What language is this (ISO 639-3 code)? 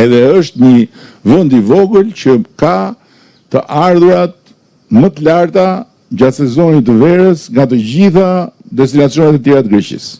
sqi